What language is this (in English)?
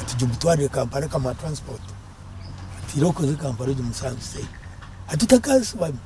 Nyankole